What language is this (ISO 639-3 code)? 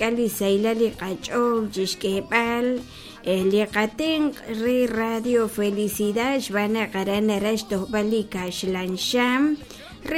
kek